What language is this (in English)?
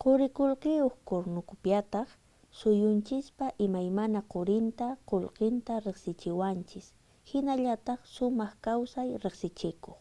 Quechua